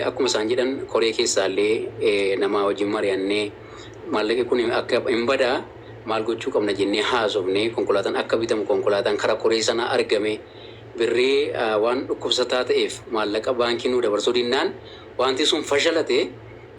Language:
Oromo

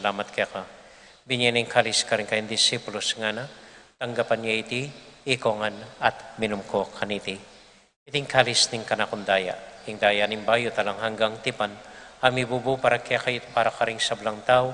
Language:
Pampanga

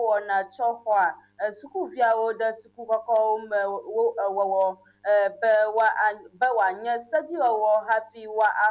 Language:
Ewe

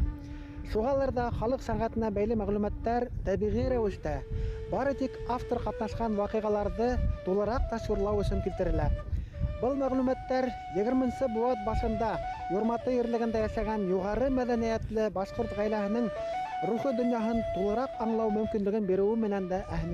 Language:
Bashkir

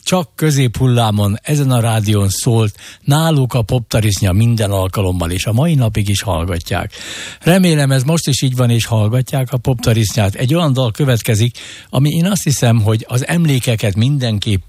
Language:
Hungarian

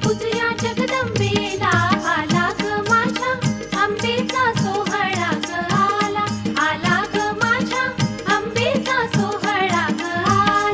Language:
Marathi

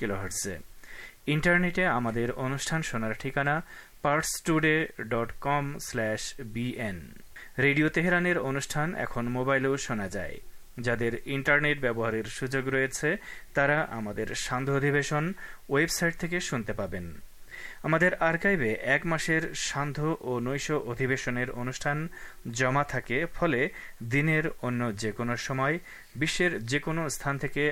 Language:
Bangla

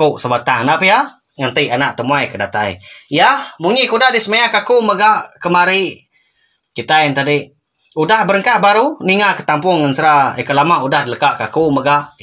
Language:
Iban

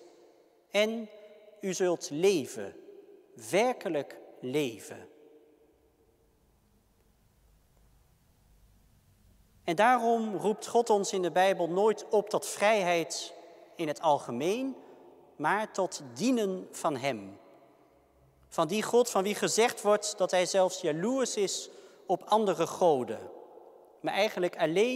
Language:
Dutch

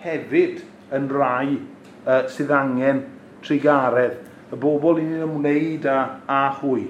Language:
Welsh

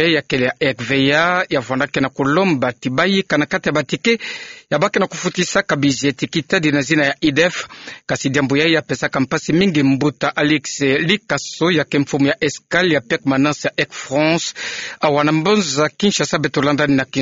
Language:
Kituba (Democratic Republic of Congo)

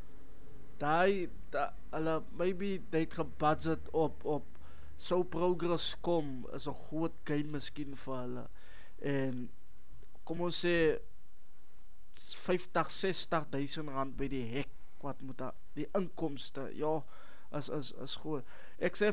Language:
Afrikaans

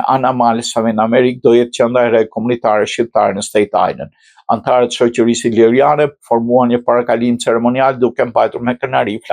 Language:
Albanian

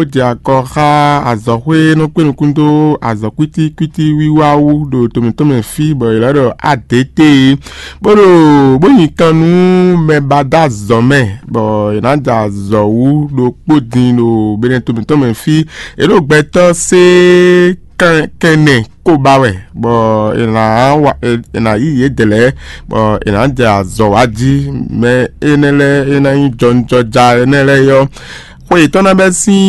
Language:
Fon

